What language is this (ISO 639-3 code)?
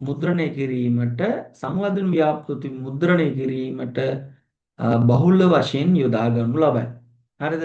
sin